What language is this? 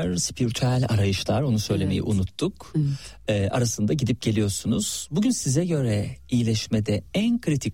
Turkish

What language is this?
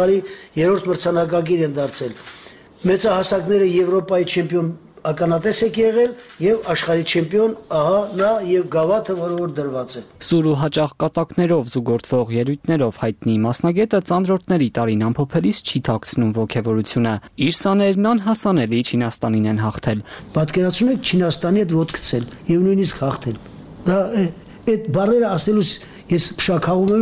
Armenian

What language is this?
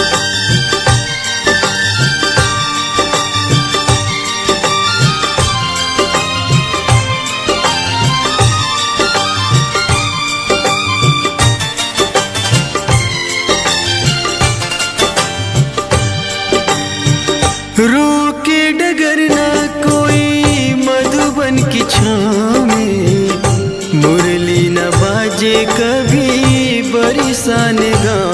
Bhojpuri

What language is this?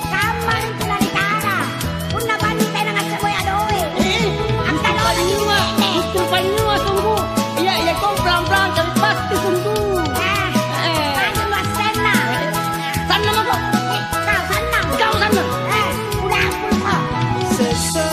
Makasar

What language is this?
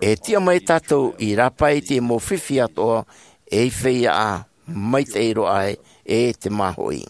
Tahitian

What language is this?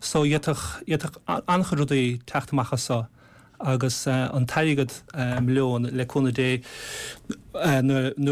Irish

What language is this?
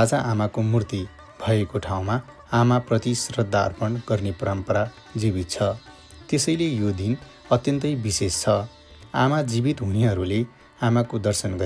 Nepali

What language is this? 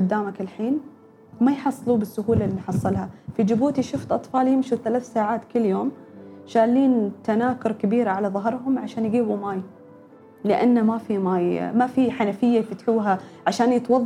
Gulf Arabic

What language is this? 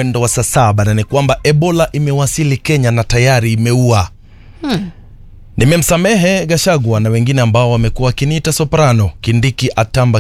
Swahili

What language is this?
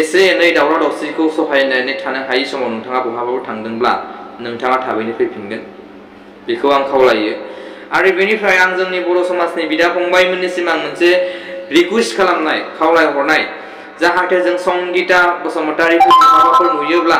Bodo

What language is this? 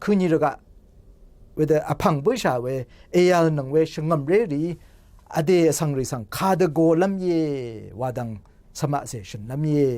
Rawang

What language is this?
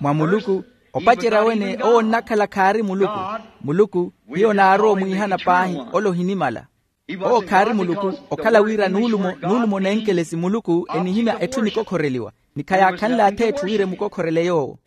Makhuwa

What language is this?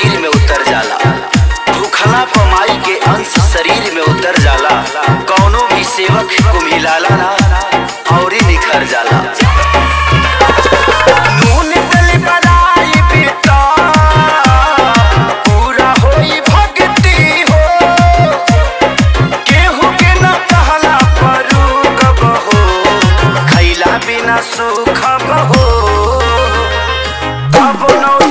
Bhojpuri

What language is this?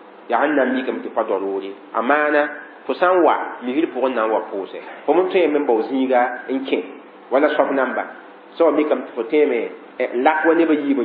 Mossi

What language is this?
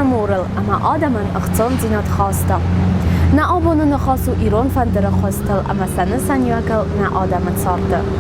Ossetic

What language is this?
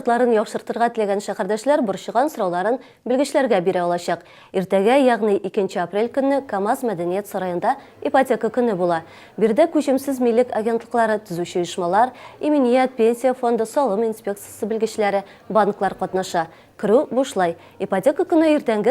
Tatar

